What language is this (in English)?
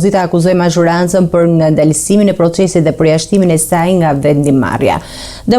Albanian